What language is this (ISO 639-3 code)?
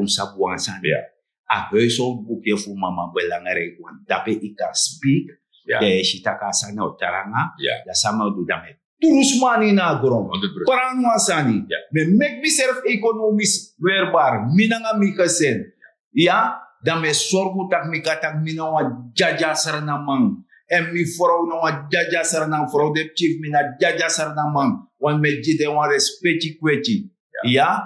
srn